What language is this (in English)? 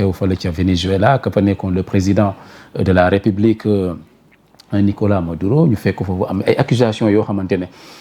Wolof